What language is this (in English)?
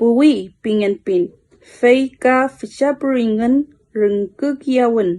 Mapuche